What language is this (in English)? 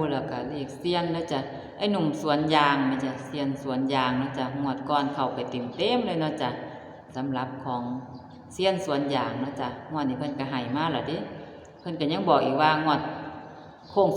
Northeastern Thai